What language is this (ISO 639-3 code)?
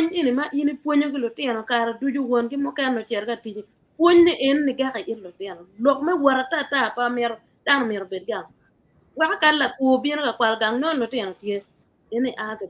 ach